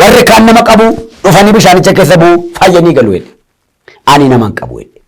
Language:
Oromo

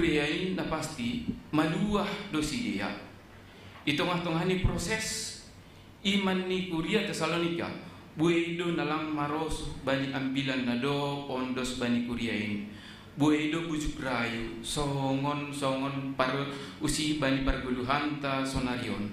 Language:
Batak Simalungun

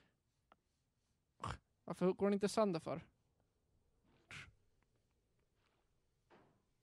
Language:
Swedish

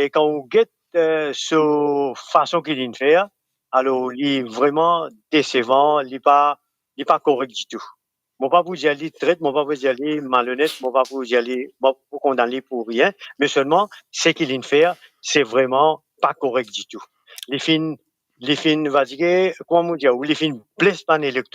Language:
Morisyen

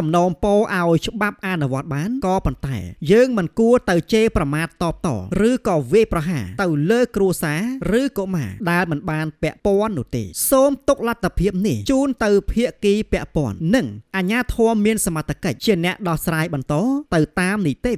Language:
Khmer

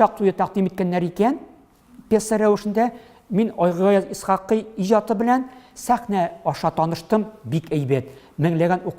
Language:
Tatar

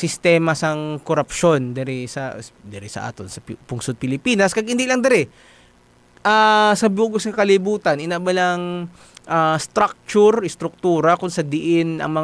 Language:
Hiligaynon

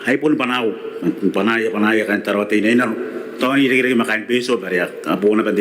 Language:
Gilbertese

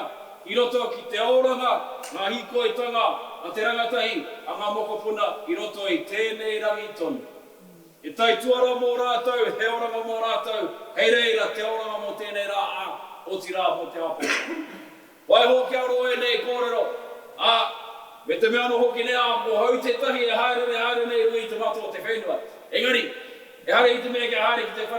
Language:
Māori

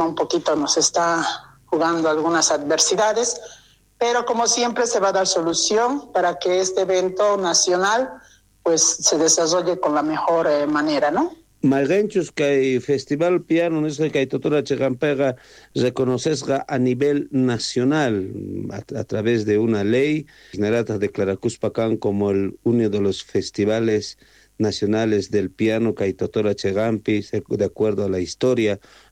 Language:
South Bolivian Quechua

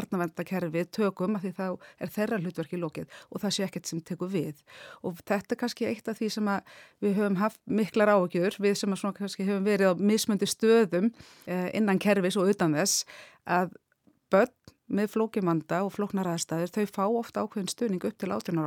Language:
Icelandic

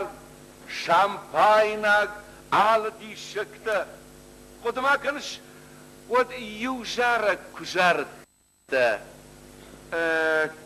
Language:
Ossetic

